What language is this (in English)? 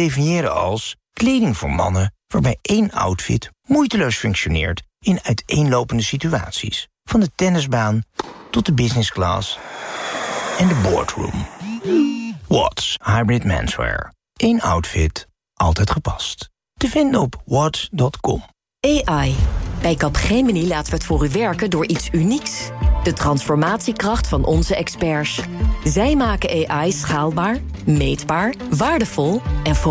Dutch